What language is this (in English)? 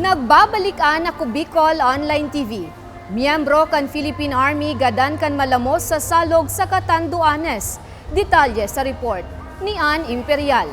Bikol